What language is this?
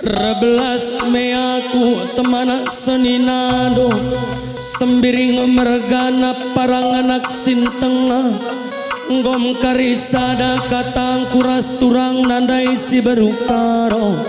Batak Karo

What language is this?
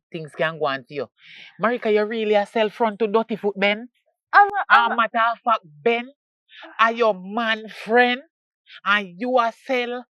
Jamaican Creole English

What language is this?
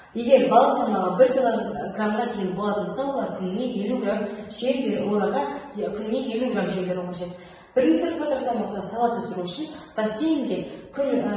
Kazakh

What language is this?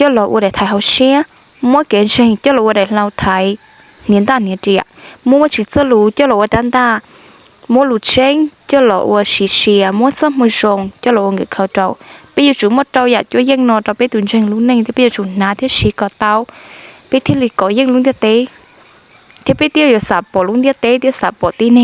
Hmong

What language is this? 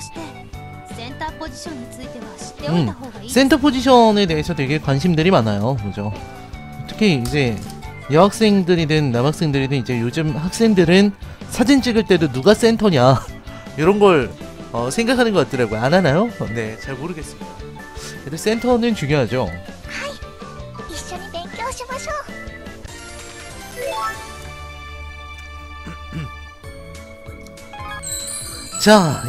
Korean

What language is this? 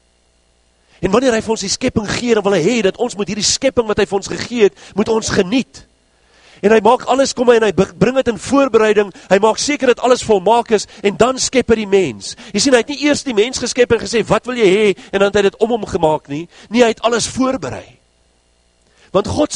Afrikaans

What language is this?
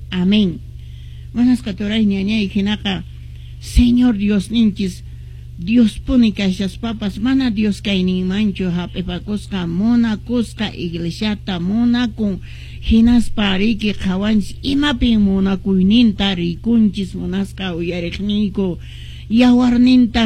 Quechua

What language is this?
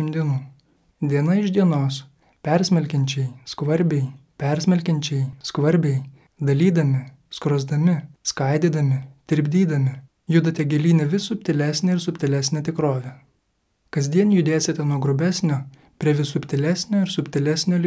Lithuanian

